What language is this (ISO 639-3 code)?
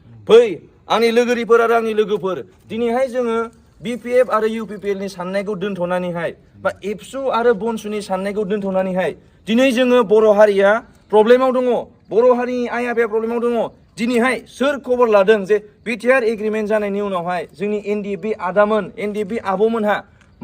brx